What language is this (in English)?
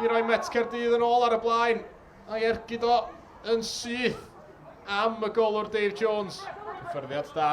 Welsh